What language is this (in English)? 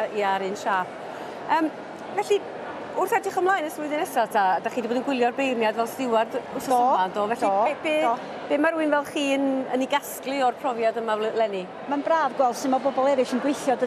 Welsh